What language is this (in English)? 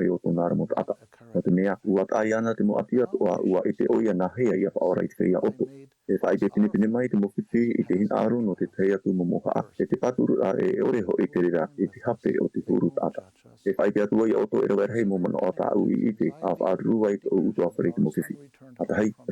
Tahitian